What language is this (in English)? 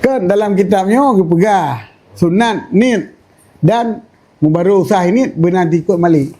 Achinese